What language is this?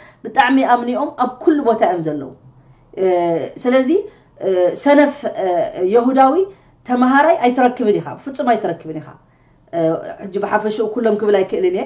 Tigrinya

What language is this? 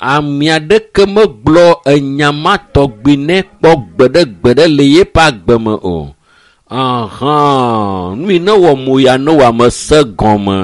Ewe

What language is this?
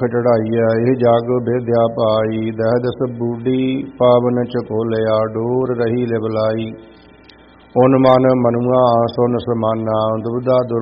Punjabi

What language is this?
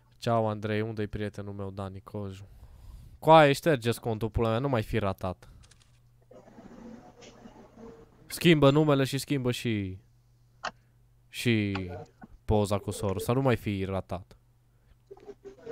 Romanian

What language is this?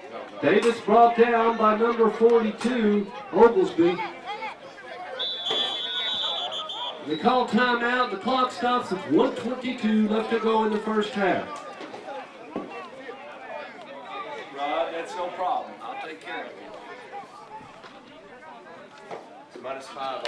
English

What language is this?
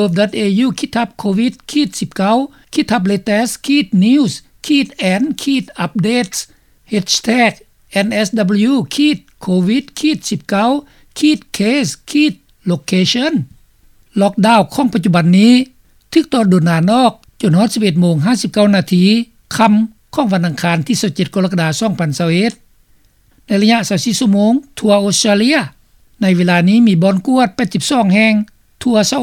Lao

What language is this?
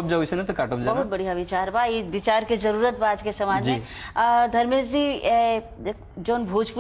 Bhojpuri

